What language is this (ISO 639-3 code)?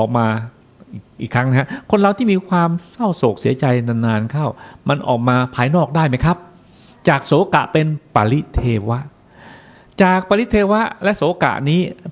tha